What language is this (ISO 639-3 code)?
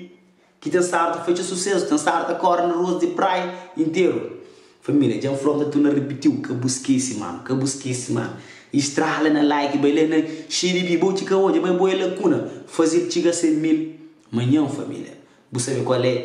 kea